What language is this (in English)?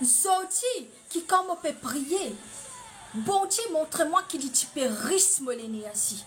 Morisyen